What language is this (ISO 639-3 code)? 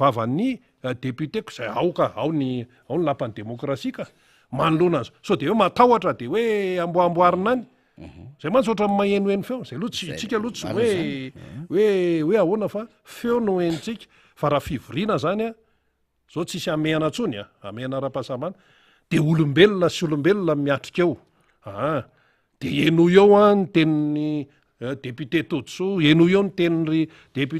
mlg